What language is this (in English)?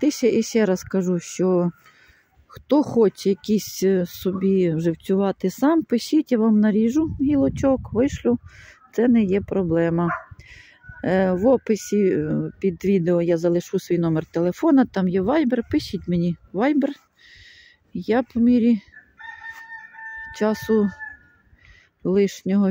Ukrainian